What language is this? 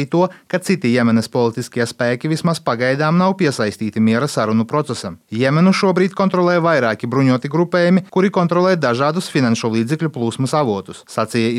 Latvian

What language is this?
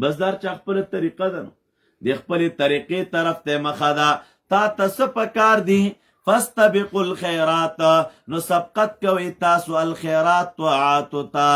Pashto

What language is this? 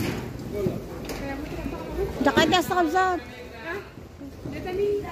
Filipino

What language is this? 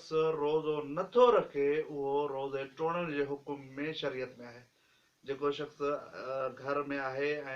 Sindhi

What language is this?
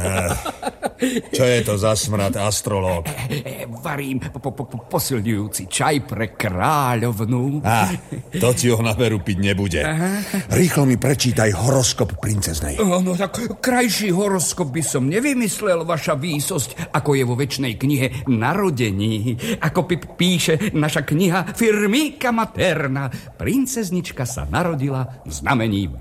Slovak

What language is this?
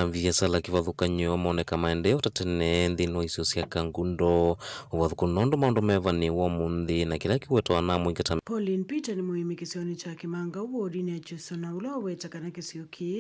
Kamba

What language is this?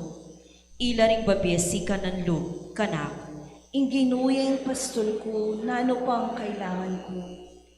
Pampanga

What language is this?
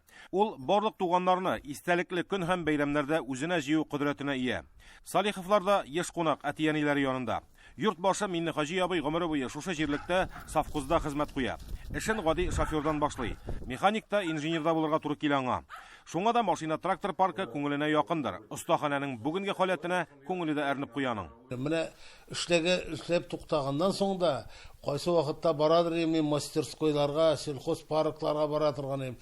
Tatar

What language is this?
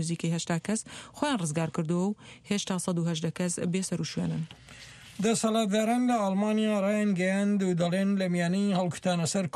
Central Kurdish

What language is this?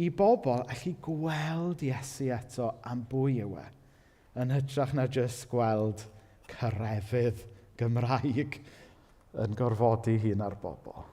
Welsh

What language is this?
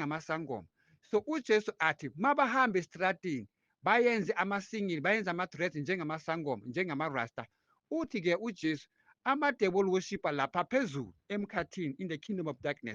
Zulu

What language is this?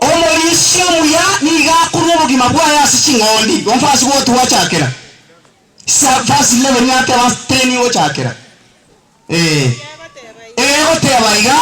Gusii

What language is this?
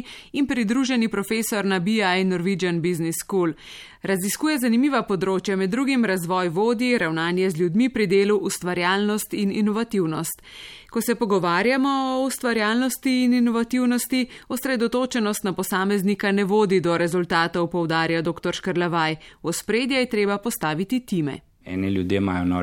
Slovenian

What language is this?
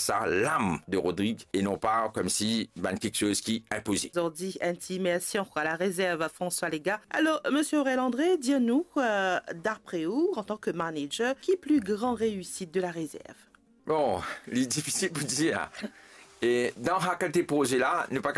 Morisyen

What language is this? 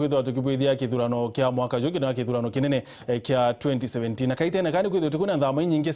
Meru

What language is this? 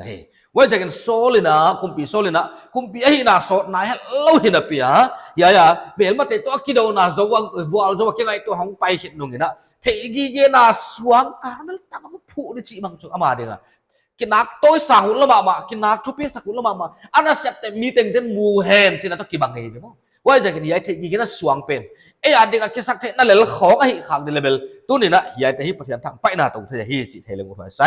Paite Chin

